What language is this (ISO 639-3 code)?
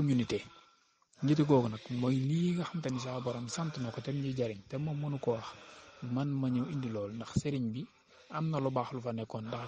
wol